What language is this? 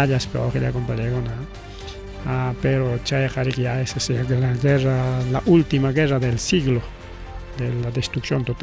Ayacucho Quechua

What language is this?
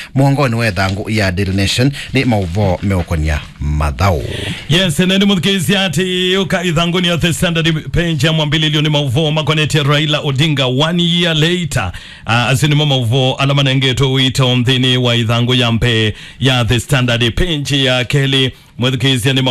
Kamba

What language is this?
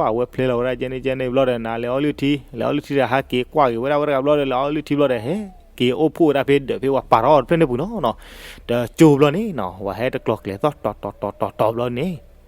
S'gaw Karen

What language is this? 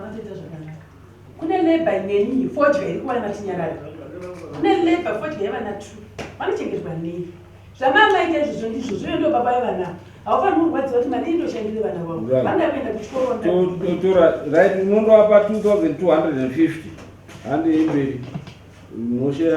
Shona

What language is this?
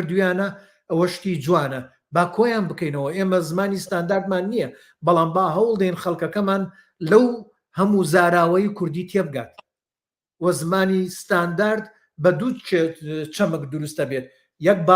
Central Kurdish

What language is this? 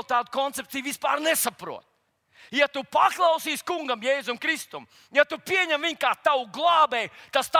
Latvian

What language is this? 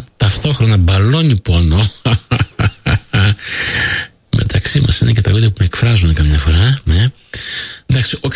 Greek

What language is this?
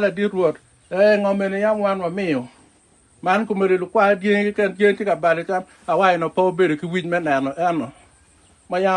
Acoli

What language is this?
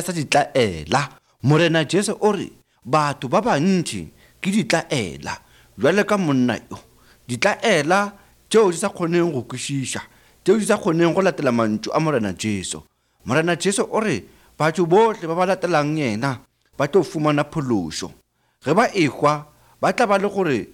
Northern Sotho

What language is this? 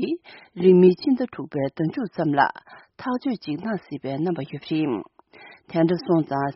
Tibetan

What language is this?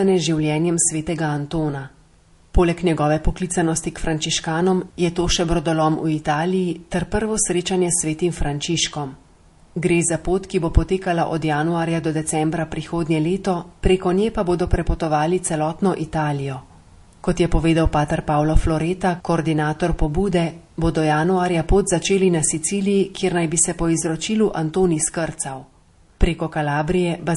Slovenian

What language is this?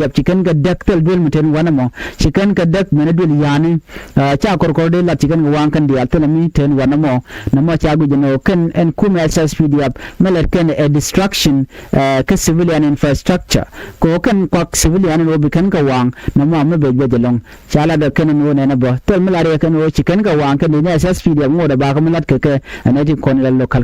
Nuer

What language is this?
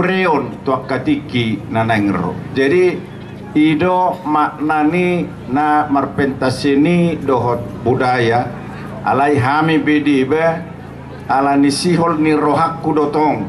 Batak Toba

